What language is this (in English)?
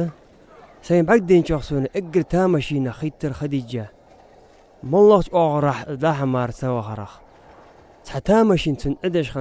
Ingush